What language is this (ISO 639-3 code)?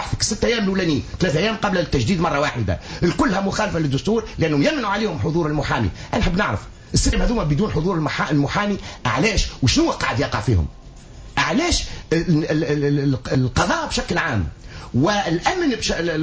aeb